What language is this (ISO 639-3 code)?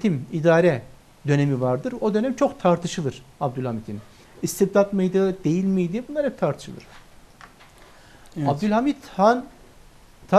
tur